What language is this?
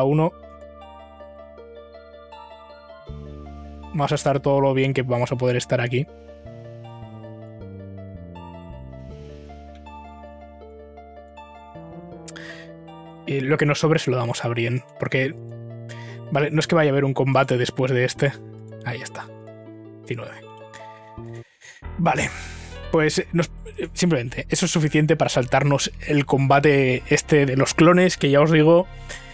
Spanish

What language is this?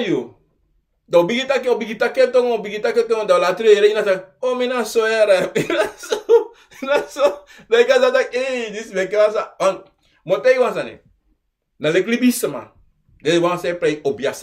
Sranan Tongo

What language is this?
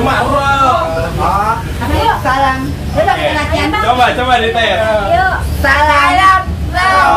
Betawi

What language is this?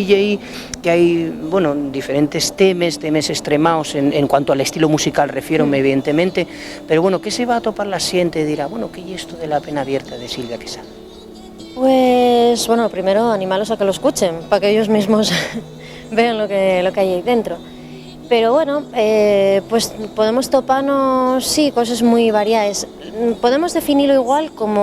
Asturian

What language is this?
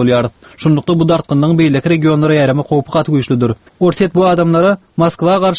Turkmen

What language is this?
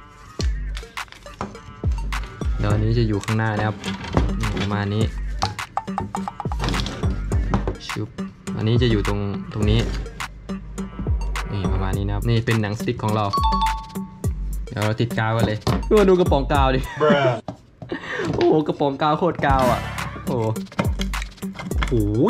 Thai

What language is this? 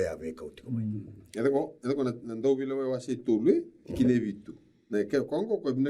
Fijian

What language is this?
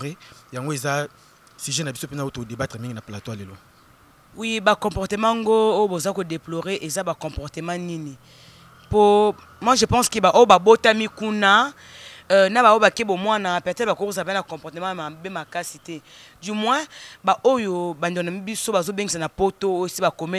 Lingala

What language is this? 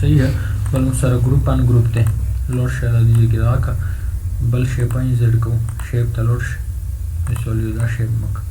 Pashto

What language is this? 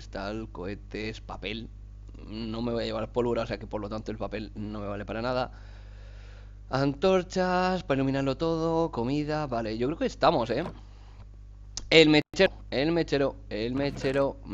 Spanish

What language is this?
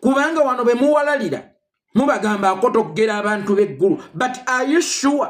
Ganda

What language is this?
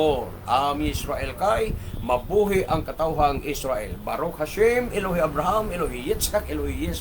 Cebuano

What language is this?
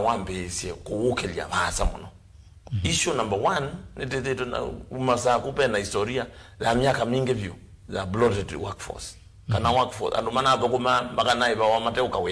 Kamba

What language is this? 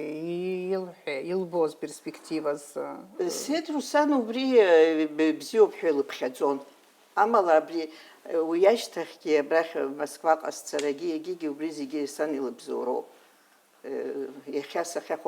Abkhazian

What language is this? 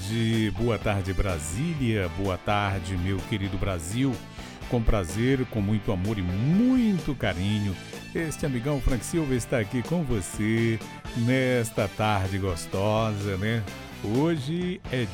Portuguese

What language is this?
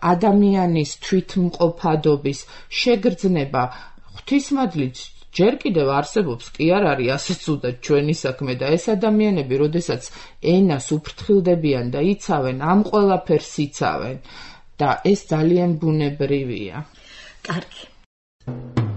Georgian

